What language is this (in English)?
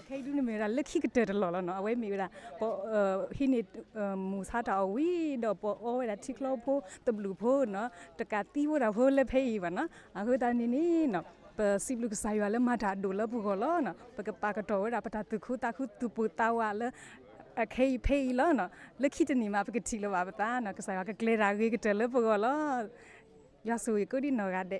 S'gaw Karen